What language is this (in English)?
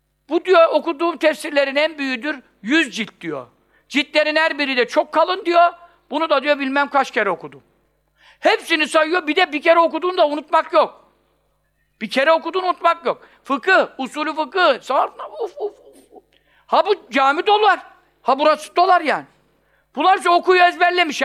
Turkish